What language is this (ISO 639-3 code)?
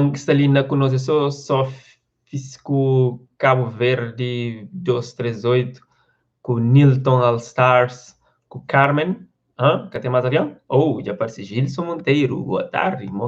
kea